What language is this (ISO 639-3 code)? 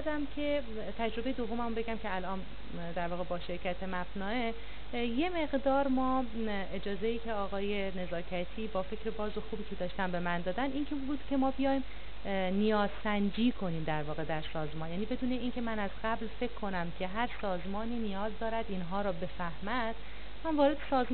fas